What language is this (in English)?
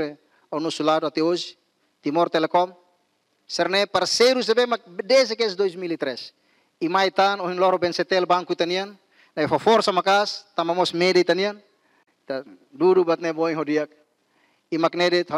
Tetum